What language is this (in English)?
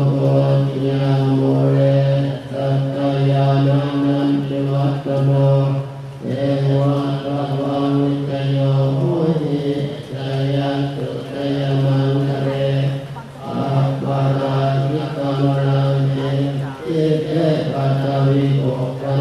Pali